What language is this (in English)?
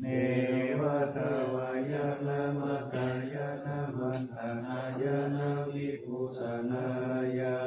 Pali